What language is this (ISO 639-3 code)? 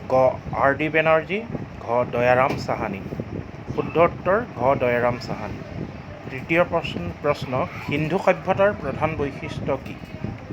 asm